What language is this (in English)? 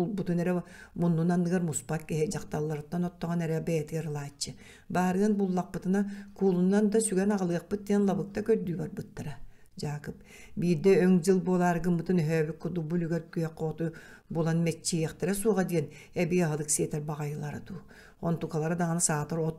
Yakut